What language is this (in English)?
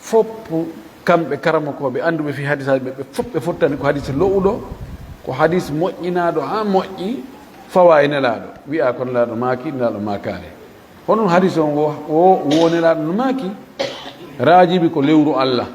Fula